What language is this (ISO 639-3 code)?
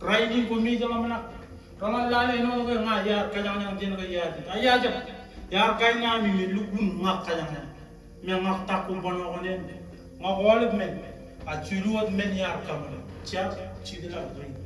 mah